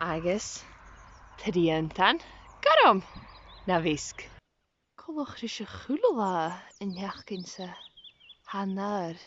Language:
Scottish Gaelic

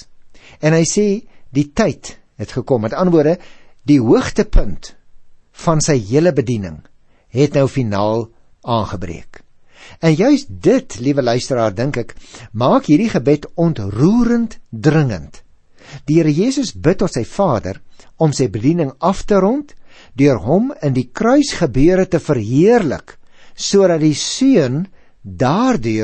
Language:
Afrikaans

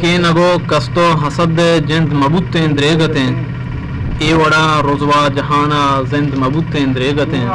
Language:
Eastern Balochi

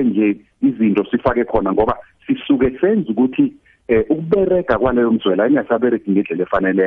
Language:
South Ndebele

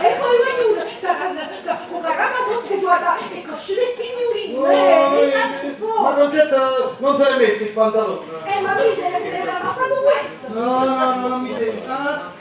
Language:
Neapolitan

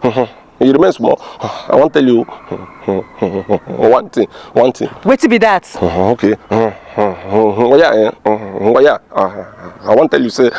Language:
Nigerian Pidgin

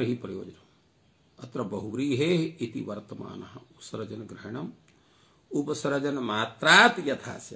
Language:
Sanskrit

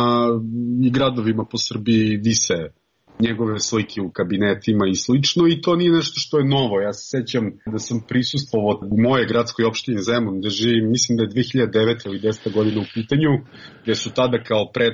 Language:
Serbian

